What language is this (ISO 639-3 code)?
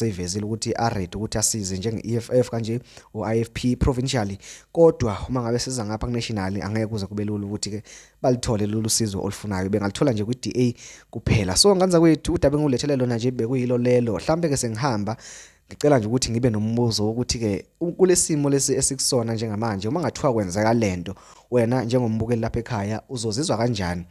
zul